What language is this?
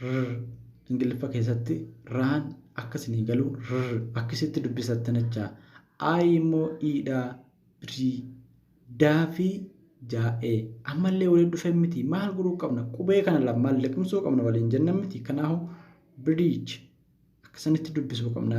Oromo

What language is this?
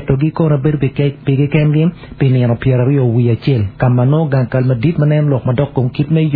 Acoli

